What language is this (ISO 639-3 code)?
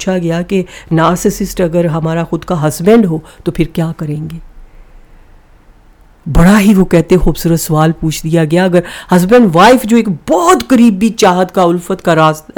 urd